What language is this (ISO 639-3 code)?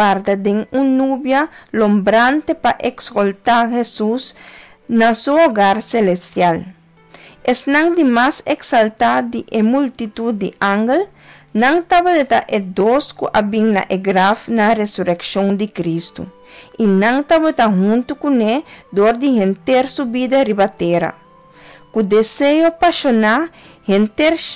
pap